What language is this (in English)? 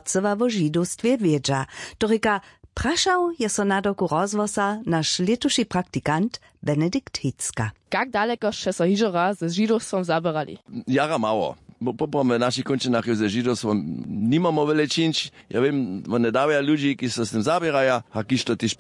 Upper Sorbian